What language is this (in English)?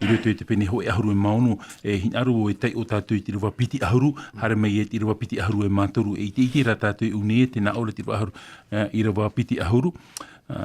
Tahitian